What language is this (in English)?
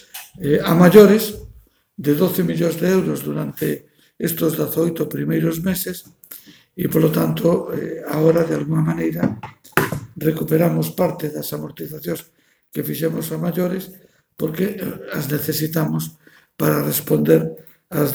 Galician